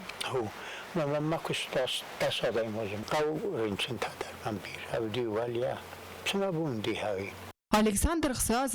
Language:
Ossetic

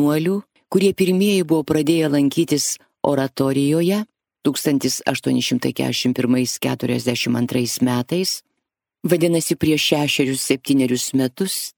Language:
Lithuanian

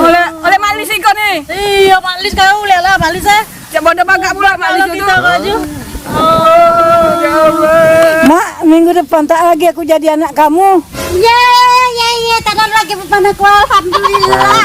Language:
Musi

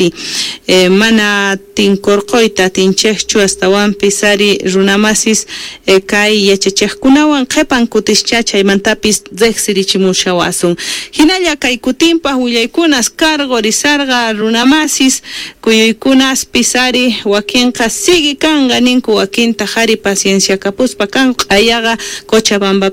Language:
South Bolivian Quechua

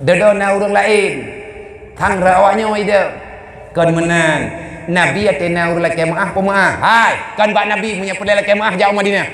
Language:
Achinese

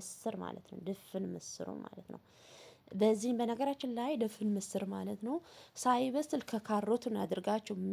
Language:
Amharic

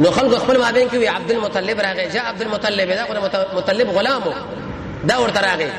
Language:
Pashto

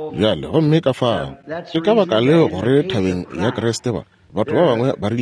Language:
Northern Sotho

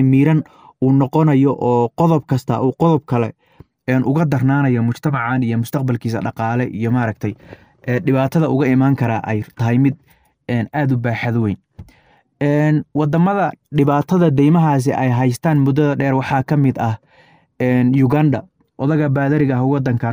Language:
Somali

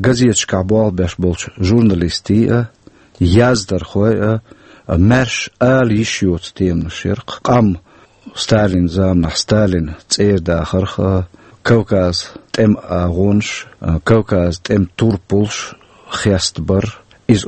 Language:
Chechen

